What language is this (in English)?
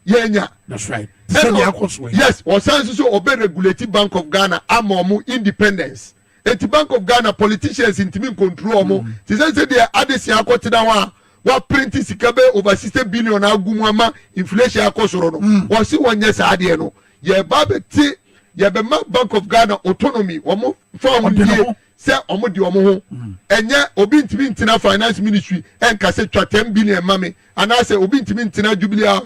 Akan